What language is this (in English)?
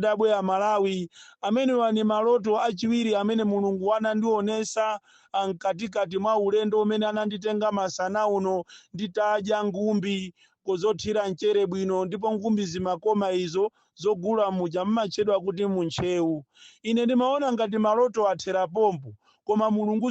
Nyanja